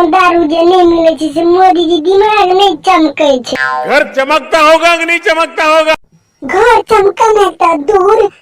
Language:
Maithili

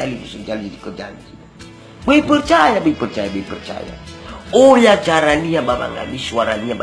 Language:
Nias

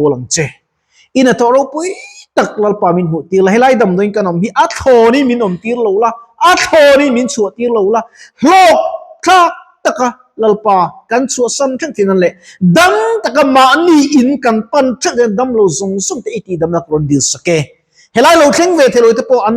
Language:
Mizo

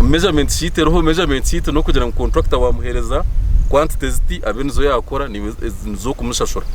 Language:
Nyankole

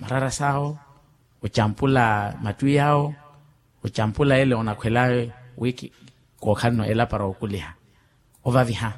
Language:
Makhuwa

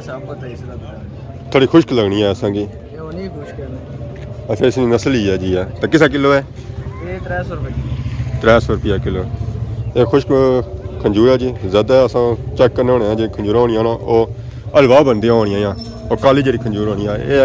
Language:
Pahari-Potwari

